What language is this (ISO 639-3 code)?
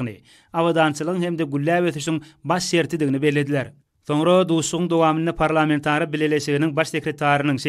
tuk